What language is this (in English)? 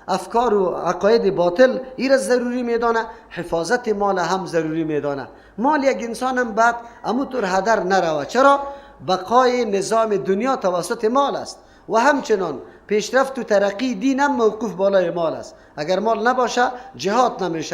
Persian